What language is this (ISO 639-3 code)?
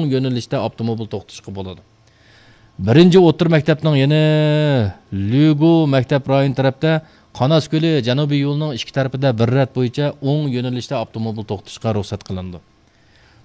uig